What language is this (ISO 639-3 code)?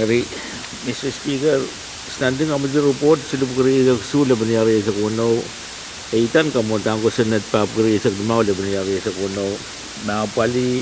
pon